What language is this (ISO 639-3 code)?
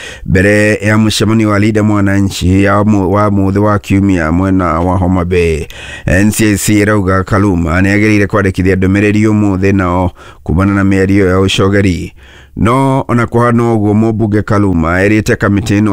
kik